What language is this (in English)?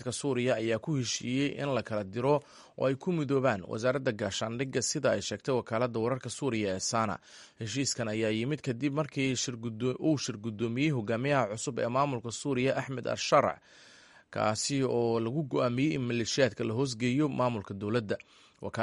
Somali